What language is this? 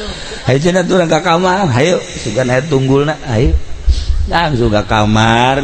Sundanese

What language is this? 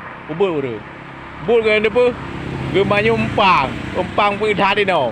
Achinese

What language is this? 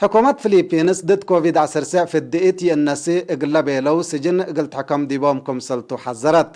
Tigre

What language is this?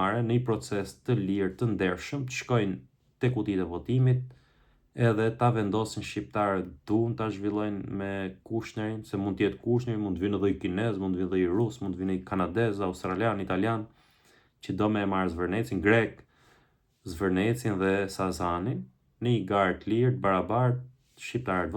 Albanian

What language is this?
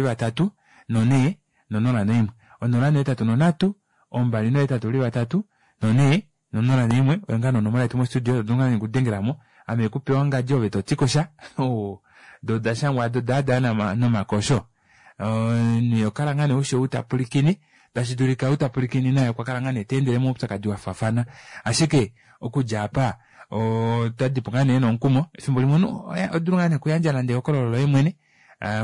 Kuanyama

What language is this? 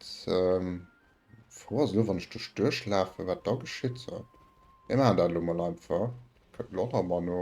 Luxembourgish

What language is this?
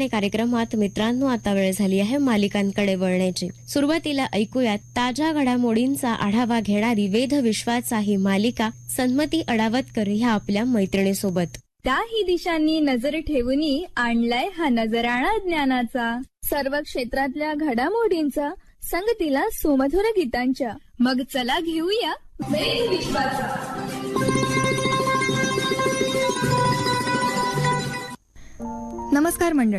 Marathi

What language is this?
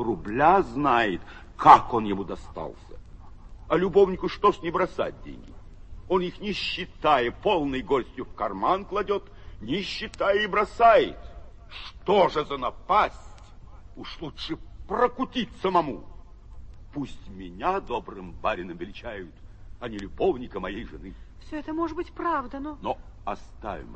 Russian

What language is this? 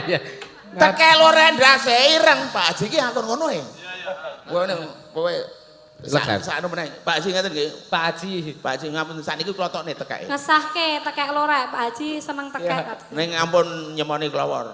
Javanese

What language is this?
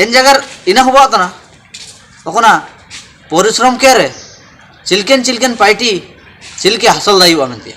Ho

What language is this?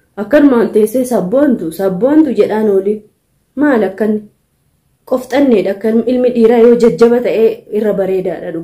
Oromo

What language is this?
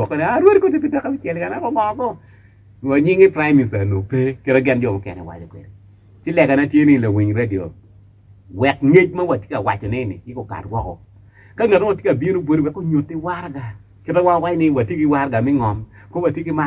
Acoli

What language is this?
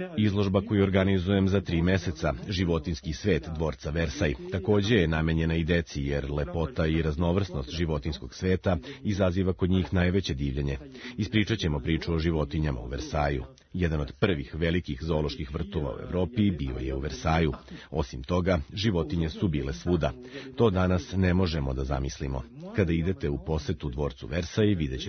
Serbian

